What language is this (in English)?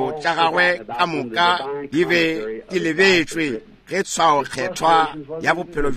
Northern Sotho